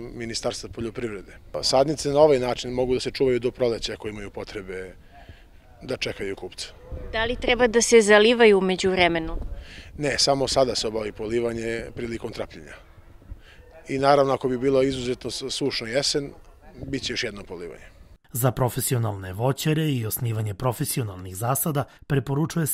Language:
Serbian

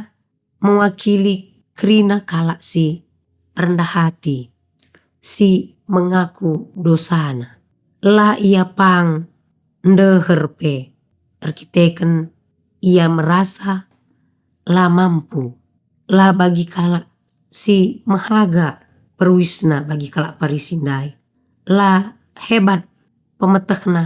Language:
Batak Karo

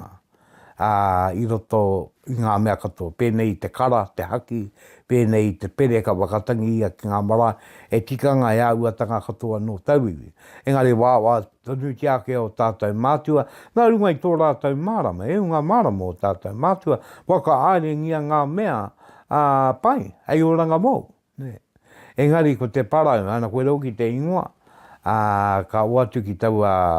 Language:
Māori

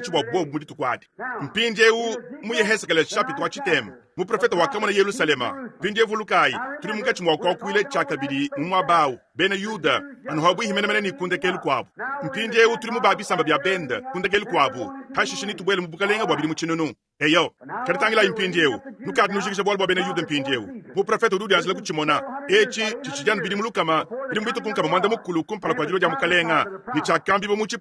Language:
Luba-Lulua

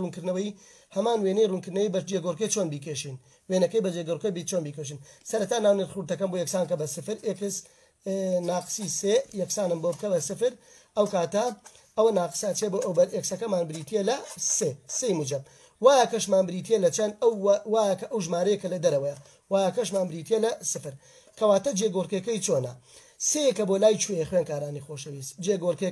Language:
Central Kurdish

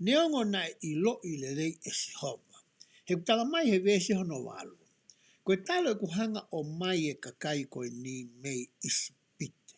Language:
Tongan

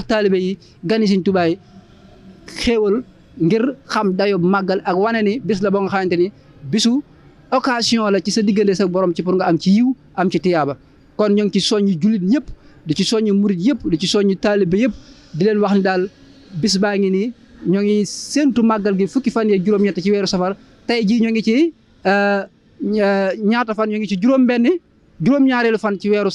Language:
Wolof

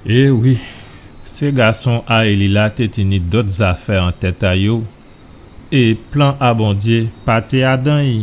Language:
Guadeloupean Creole French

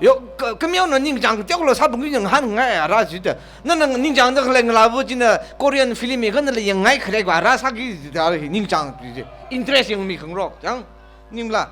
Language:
Tangkhul Naga (India)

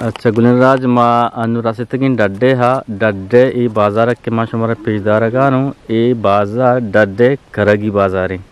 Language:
Eastern Balochi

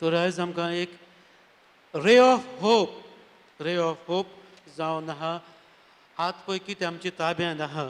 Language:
Konkani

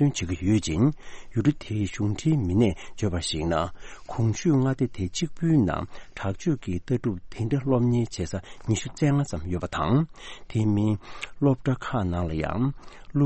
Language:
Tibetan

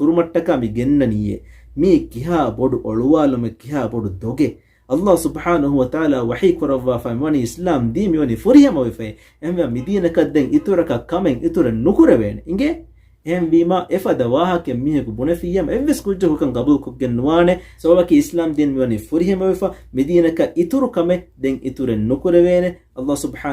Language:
Divehi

